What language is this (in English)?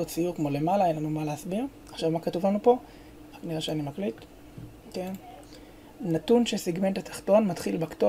Hebrew